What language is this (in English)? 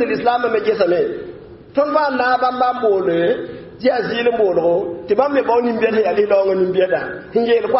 Mossi